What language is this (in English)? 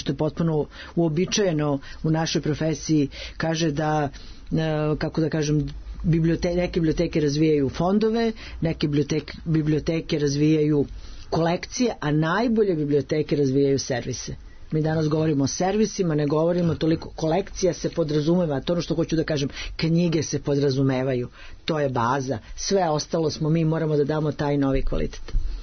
Serbian